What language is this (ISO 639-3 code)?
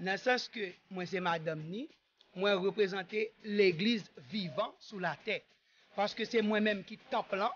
hat